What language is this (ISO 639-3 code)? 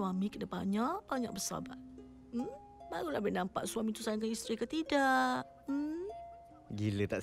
msa